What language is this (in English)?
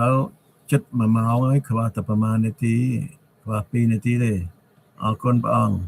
Khmer